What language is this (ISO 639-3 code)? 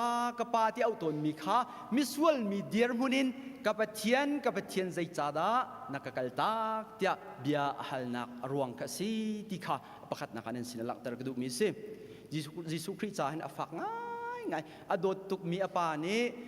cnh